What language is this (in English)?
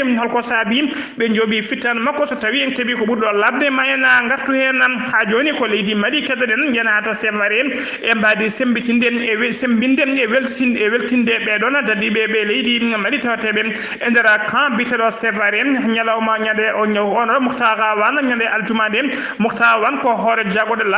Fula